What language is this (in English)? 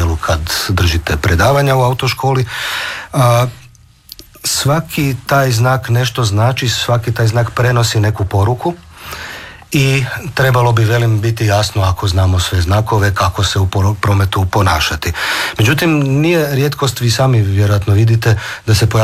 Croatian